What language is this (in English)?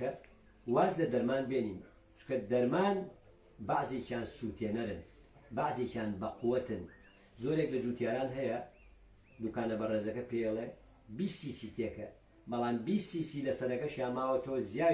Central Kurdish